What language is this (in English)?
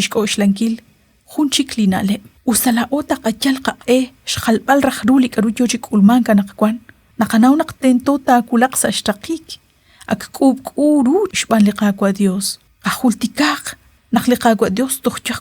Kekchí